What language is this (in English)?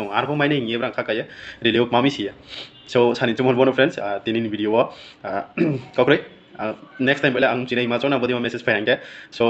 Riang (India)